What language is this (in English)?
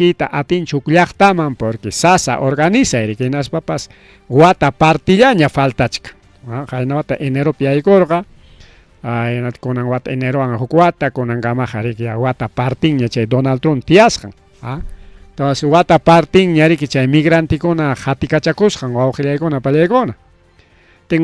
Ayacucho Quechua